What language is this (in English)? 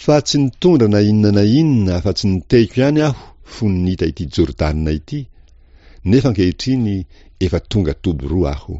Malagasy